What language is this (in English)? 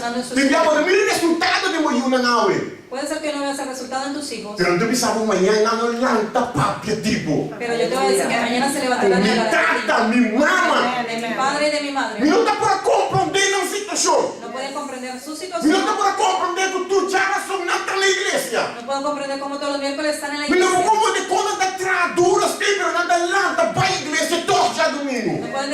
Papiamento